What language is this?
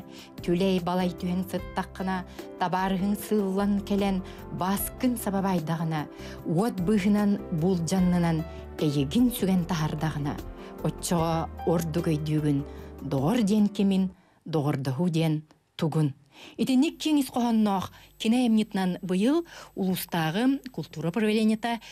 Yakut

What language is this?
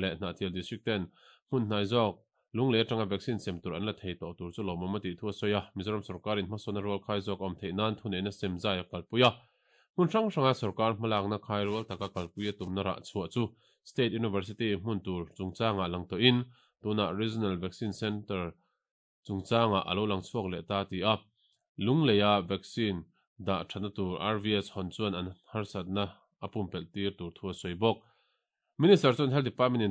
Mizo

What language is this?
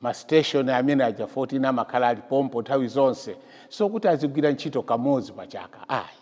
Nyanja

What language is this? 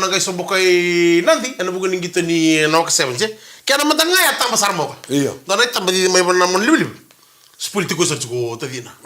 Fijian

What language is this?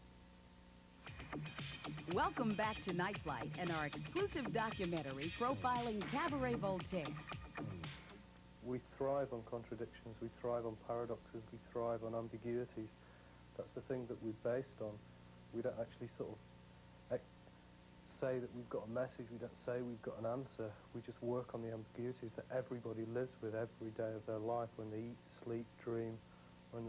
English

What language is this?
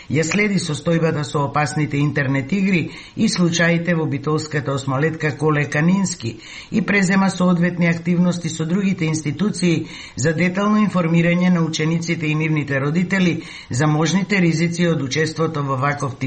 Macedonian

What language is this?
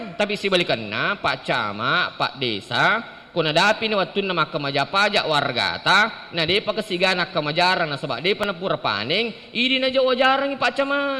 Buginese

